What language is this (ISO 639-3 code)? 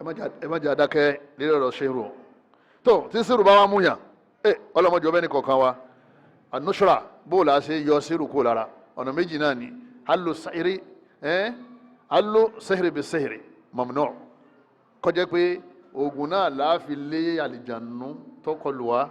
yor